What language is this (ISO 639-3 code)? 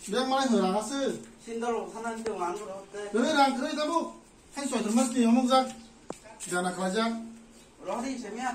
trp